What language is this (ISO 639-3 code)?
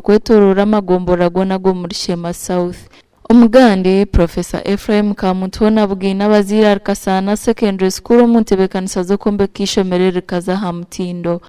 nyn